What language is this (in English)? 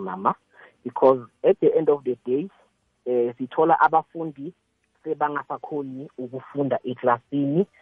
South Ndebele